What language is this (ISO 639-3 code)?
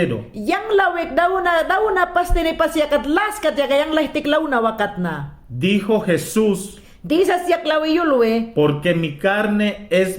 yan